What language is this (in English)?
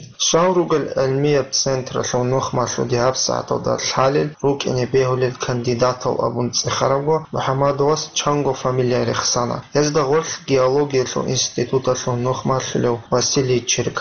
Avaric